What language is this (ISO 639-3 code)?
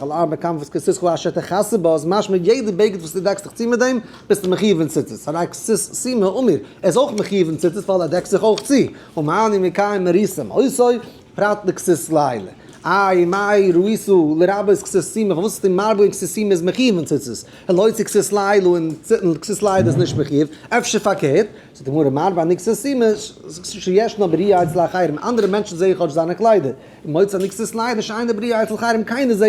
yid